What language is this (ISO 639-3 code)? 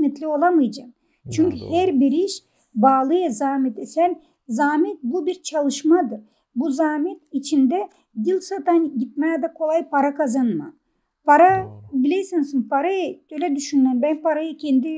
gag